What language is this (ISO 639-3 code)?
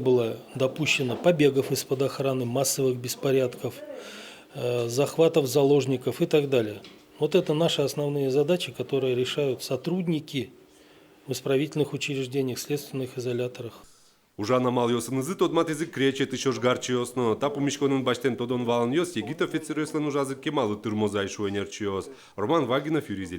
udm